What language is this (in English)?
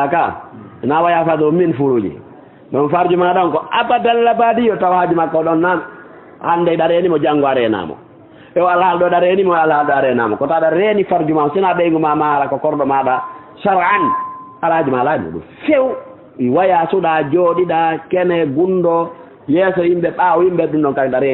Fula